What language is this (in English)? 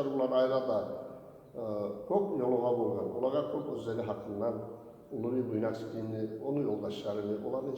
Kumyk